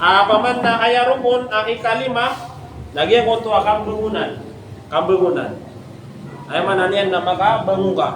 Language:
Maranao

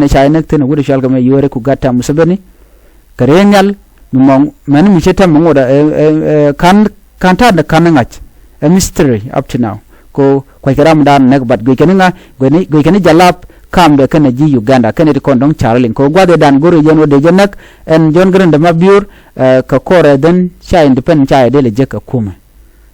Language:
Nuer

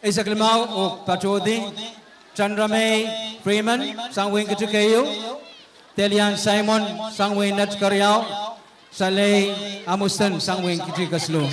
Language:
Pohnpeian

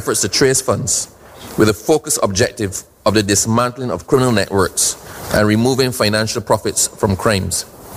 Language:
English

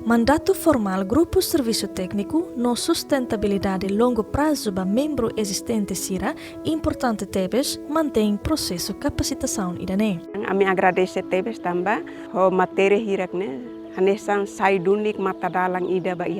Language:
Tetum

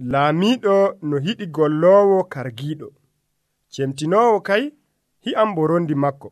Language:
Nigerian Fulfulde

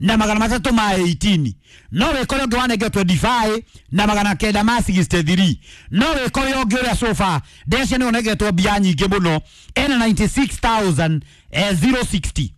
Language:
Kikuyu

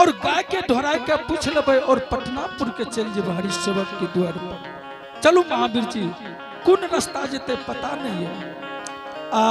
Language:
Angika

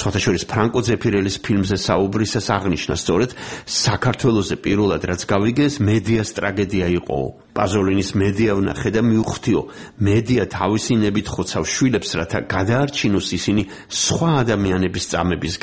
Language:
Georgian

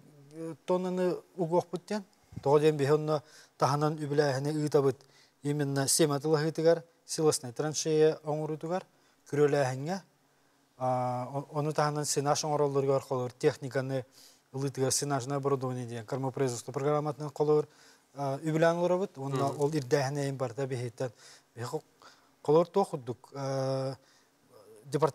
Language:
Yakut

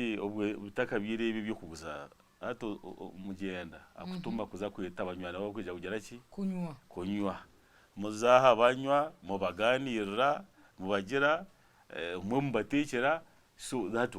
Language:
Nyankole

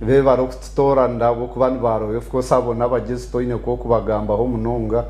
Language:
Nyankole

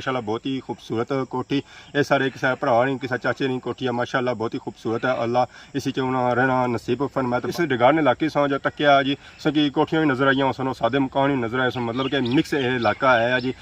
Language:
Pahari-Potwari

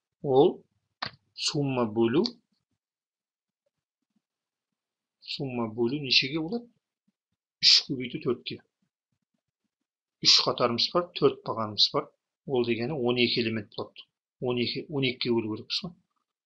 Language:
Kazakh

